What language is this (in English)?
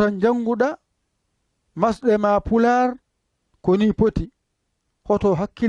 Fula